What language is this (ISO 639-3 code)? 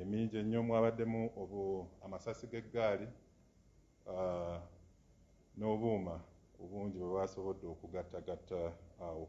lug